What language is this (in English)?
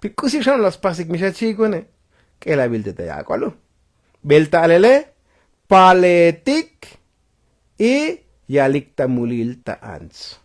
Tzotzil